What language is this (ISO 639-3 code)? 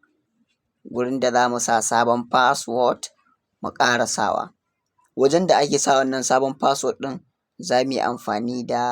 hau